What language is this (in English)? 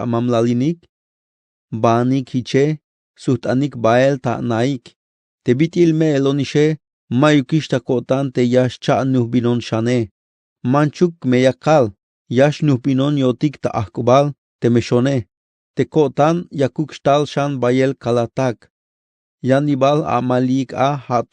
Tzeltal